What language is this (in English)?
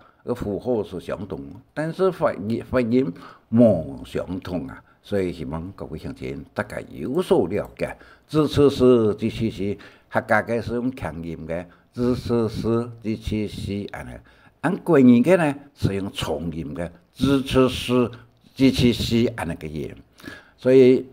Hakka Chinese